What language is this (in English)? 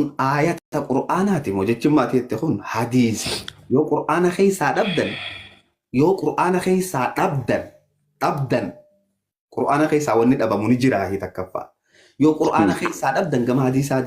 Oromo